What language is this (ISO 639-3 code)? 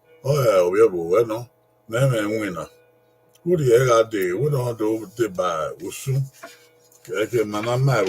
bin